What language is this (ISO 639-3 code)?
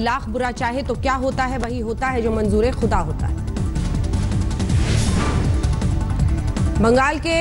hin